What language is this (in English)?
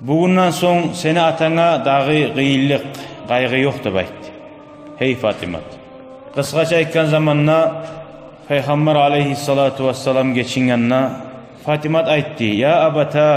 Kumyk